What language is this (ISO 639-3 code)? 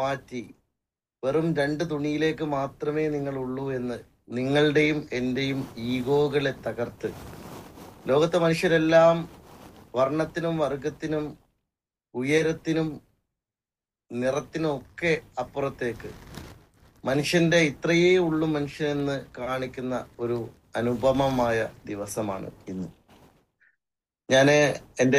mal